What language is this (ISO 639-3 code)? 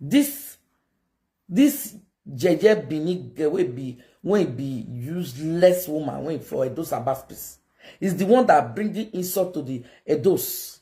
pcm